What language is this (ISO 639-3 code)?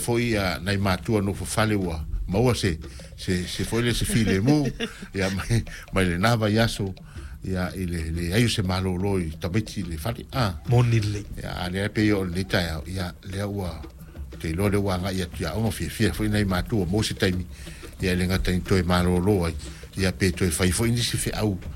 smo